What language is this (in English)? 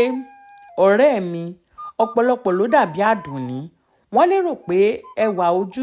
Yoruba